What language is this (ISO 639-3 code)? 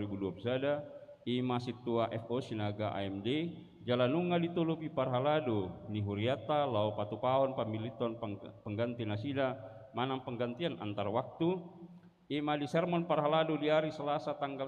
bbc